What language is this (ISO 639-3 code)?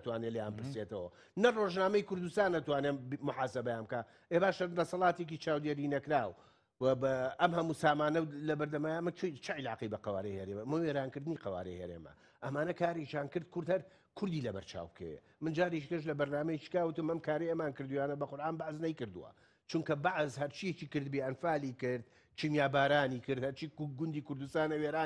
ckb